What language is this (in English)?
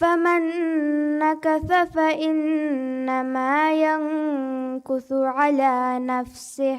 Divehi